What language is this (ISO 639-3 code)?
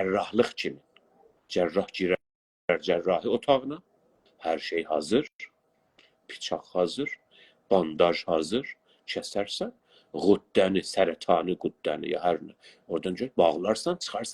azb